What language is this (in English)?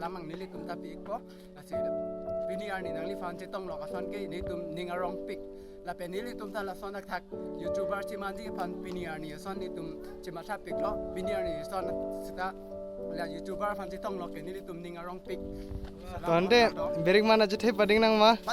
Karbi